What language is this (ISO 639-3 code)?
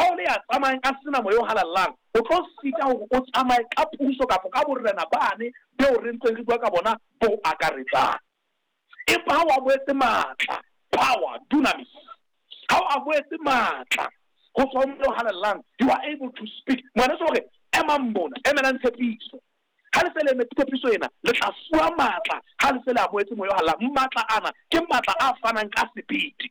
sot